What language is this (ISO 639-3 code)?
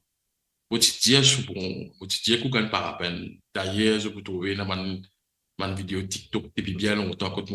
mfe